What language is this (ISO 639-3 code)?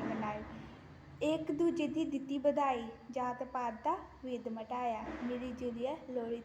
doi